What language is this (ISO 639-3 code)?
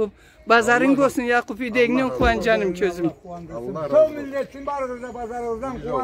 krc